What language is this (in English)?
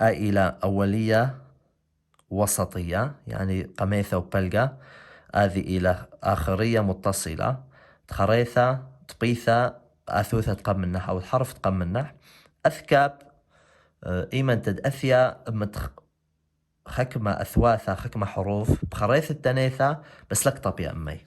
Assyrian Neo-Aramaic